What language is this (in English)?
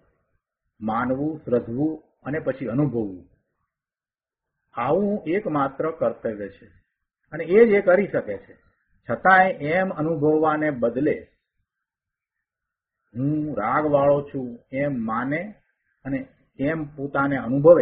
Gujarati